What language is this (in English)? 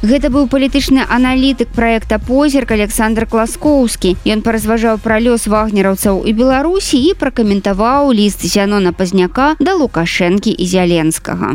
Belarusian